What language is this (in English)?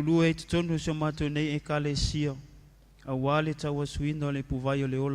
Samoan